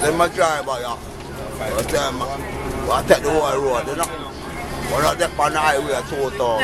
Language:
Jamaican Creole English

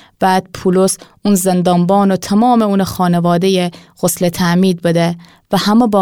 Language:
Gilaki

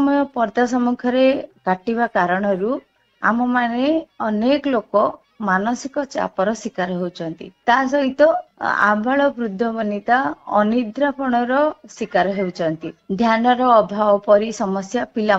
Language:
Odia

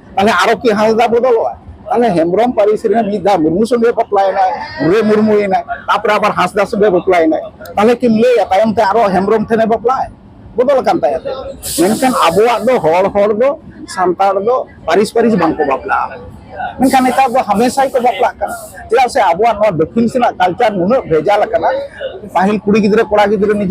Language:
Santali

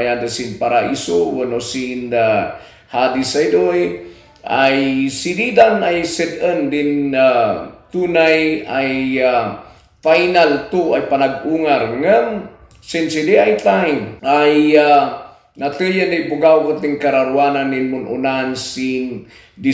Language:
Kankanaey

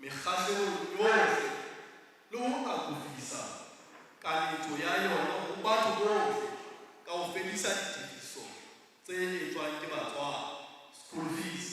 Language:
Southern Sotho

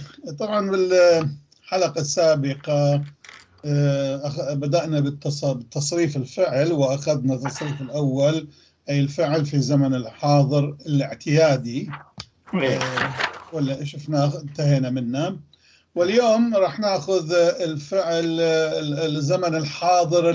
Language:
North Levantine Arabic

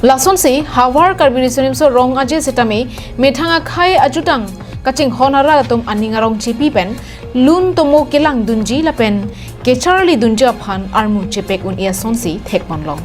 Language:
Karbi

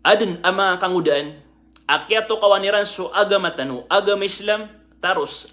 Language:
Maranao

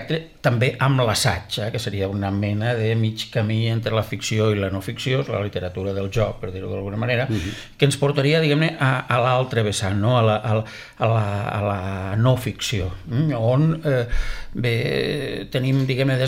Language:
Catalan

